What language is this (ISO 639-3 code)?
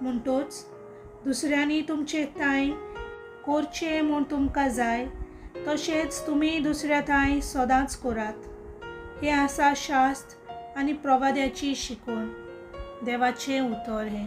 kok